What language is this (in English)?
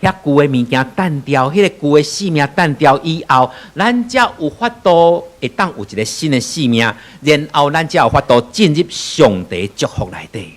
Min Nan Chinese